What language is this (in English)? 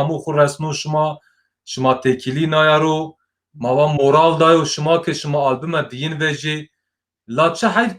Zaza